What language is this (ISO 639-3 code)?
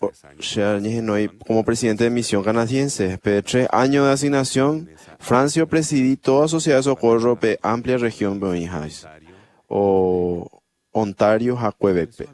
grn